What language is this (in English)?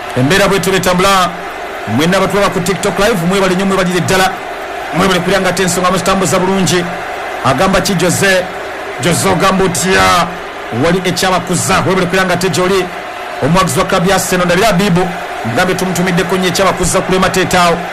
Ganda